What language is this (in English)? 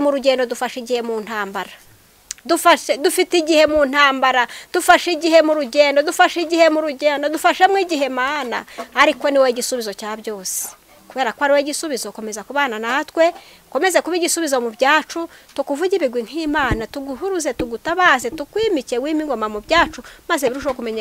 Kinyarwanda